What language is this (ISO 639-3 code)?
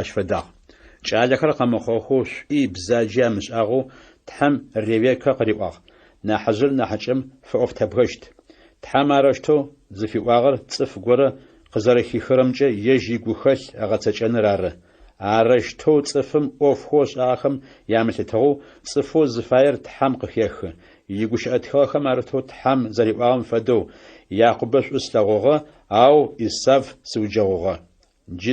ady